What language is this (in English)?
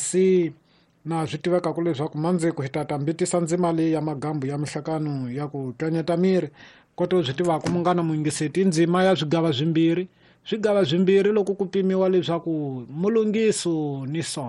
Tsonga